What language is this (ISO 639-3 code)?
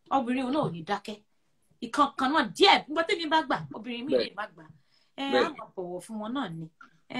yor